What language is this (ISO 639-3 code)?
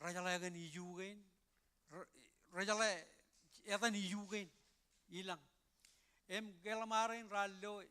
mah